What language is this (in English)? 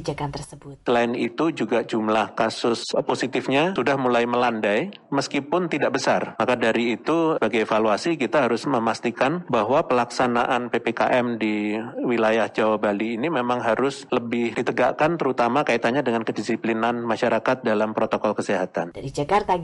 Indonesian